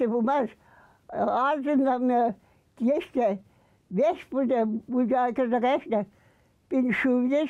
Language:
Chuvash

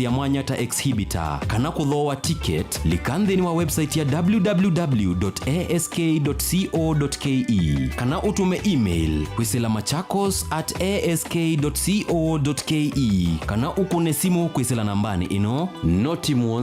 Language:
Kamba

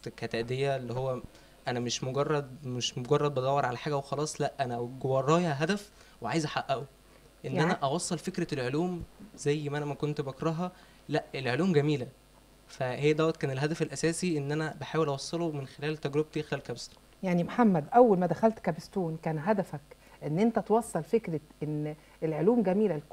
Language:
Egyptian Arabic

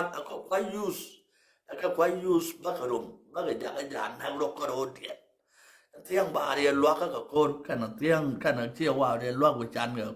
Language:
Nuer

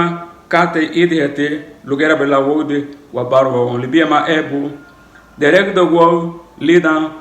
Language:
Garifuna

